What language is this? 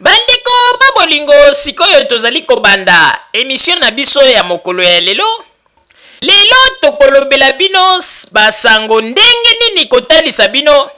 Lingala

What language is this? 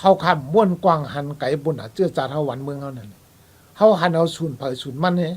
Shan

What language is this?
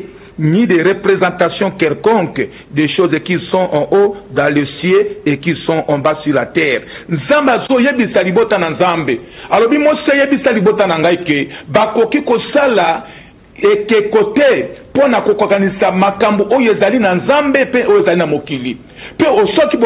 Lingala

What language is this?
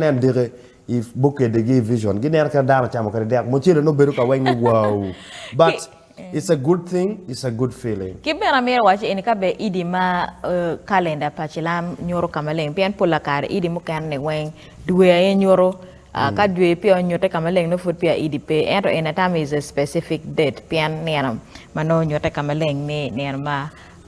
Acoli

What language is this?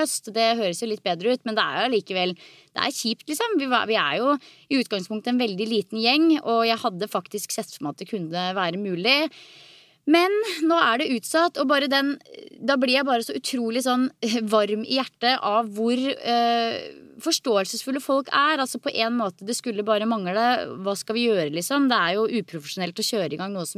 Norwegian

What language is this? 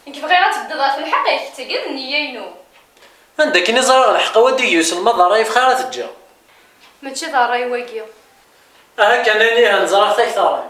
Kabyle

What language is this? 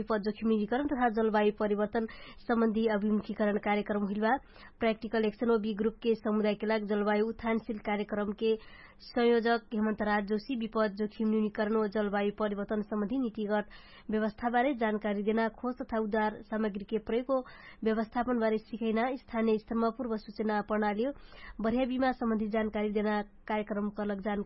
Dangaura Tharu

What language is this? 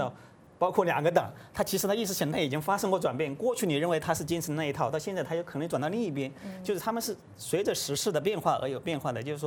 Chinese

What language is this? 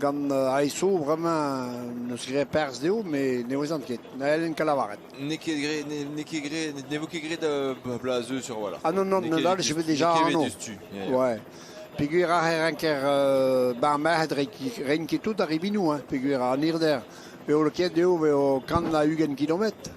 Breton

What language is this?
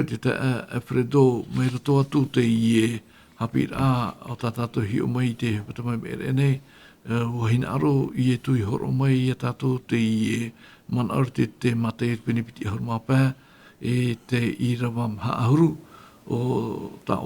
Tahitian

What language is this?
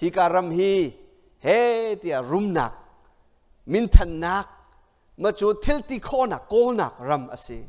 Hakha Chin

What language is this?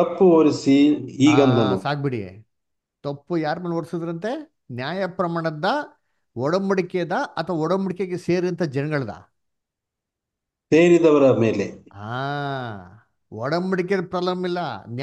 Kannada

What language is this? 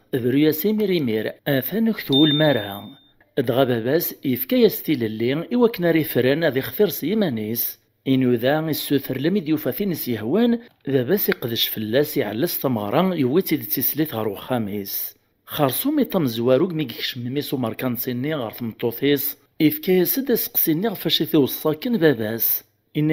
Kabyle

